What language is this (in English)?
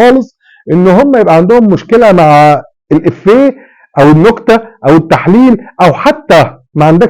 Egyptian Arabic